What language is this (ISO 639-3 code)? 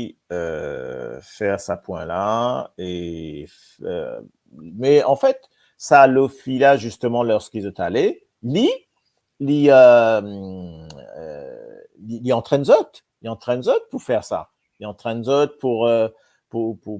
mfe